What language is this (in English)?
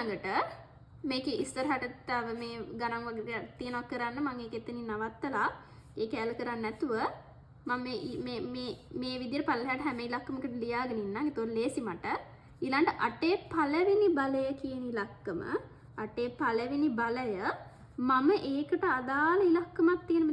Sinhala